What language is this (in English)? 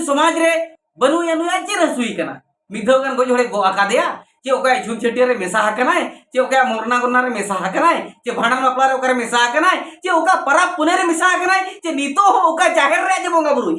Santali